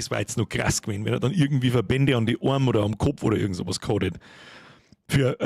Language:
Bavarian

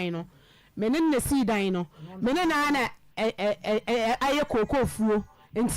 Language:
Akan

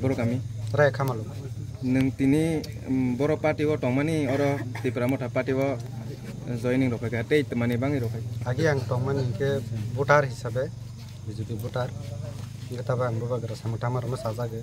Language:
Kok Borok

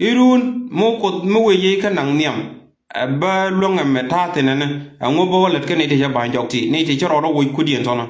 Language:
Nuer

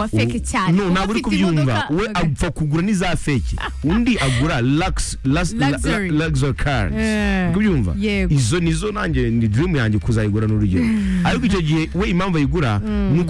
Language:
Kinyarwanda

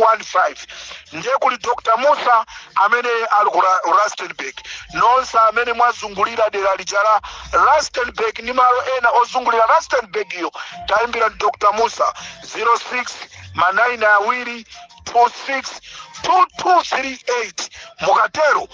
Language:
Nyanja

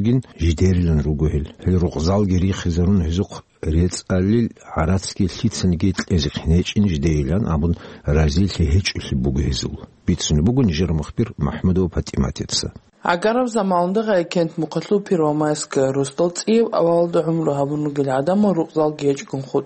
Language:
Avaric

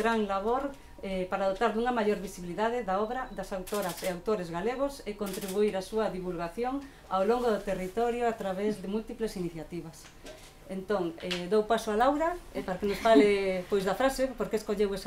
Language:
Galician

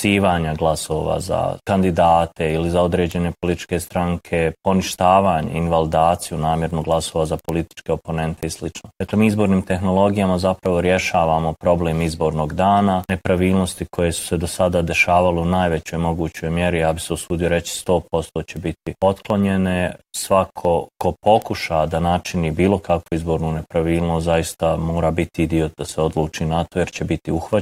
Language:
Bosnian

